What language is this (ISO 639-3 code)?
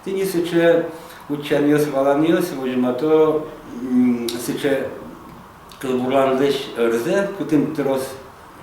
udm